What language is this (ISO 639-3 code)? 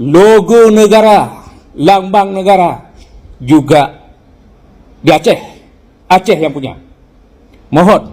ace